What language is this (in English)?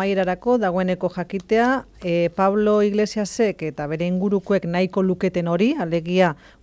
Basque